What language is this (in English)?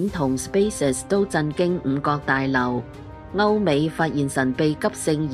Cantonese